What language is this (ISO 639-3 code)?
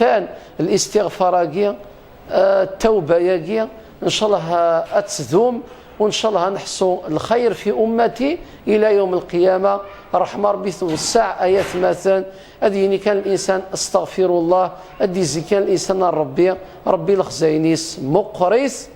kab